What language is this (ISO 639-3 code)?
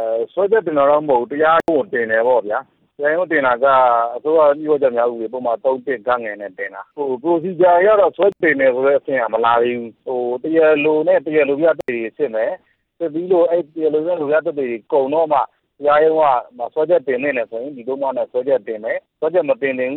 mya